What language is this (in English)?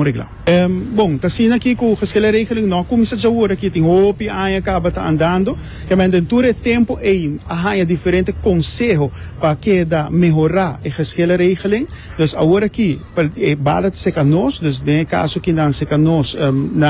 Papiamento